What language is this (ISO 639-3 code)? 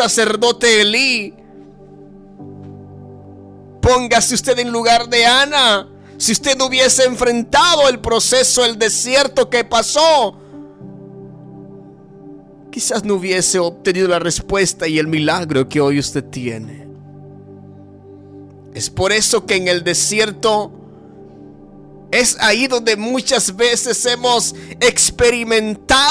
spa